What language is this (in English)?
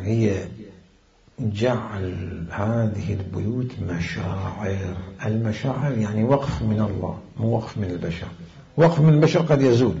Mesopotamian Arabic